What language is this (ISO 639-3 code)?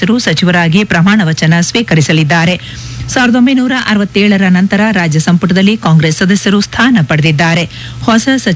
kan